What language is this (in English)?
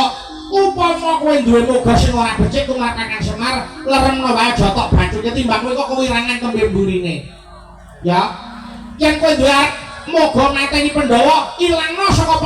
Javanese